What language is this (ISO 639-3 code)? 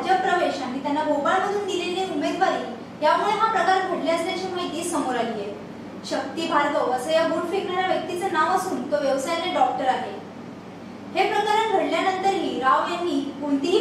mar